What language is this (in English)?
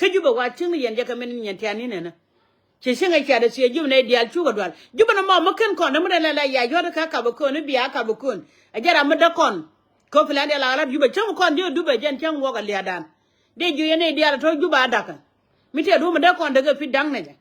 Nuer